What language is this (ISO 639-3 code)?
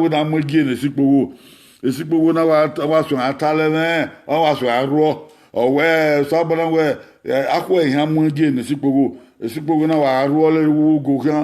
bin